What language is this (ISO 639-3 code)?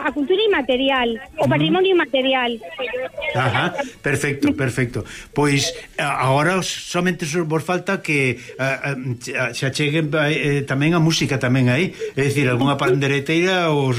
glg